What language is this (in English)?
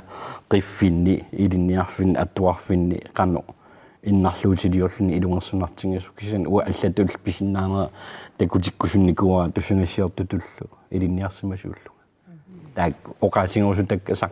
Kalaallisut